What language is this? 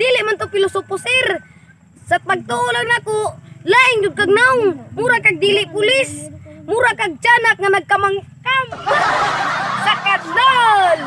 Cebuano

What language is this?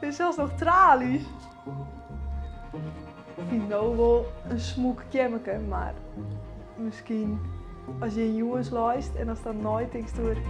Western Frisian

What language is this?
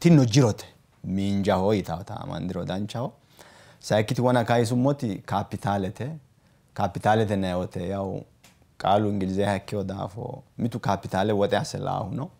Sidamo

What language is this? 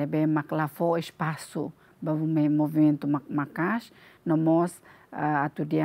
Tetum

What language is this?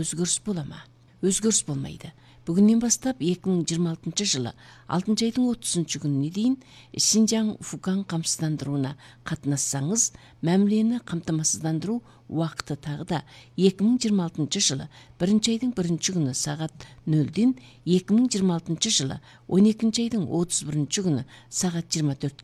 Kazakh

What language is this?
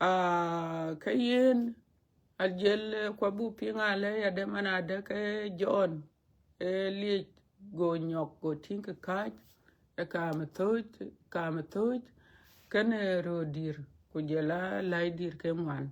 Dinka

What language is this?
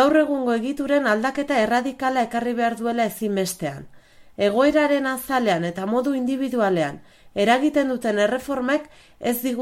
Basque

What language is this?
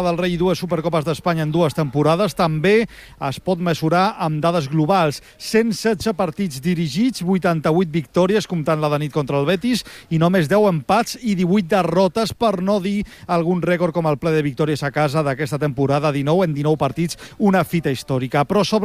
Catalan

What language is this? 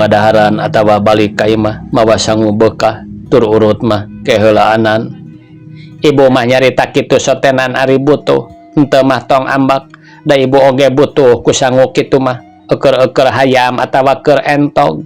Sundanese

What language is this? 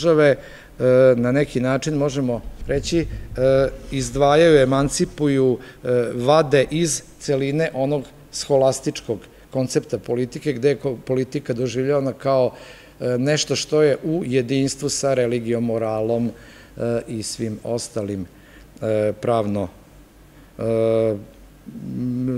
Serbian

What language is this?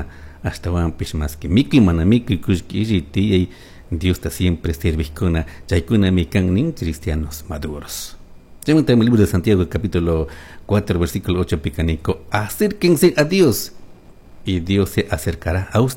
Chimborazo Highland Quichua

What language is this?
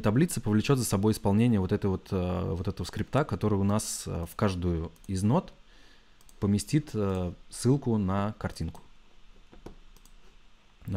Russian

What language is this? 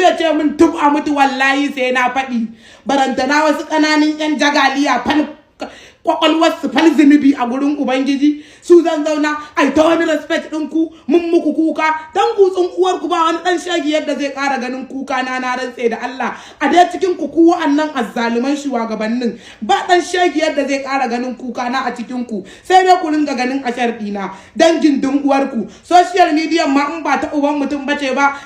Hausa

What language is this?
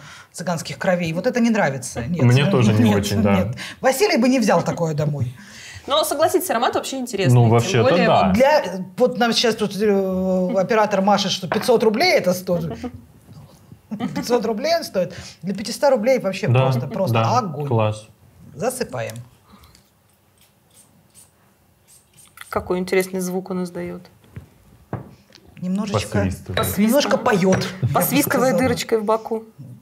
Russian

